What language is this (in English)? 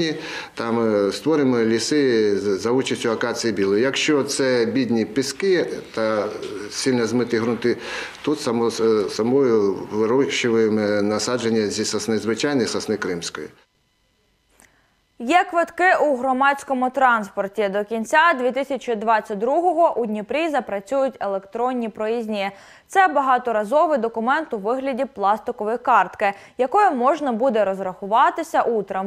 Ukrainian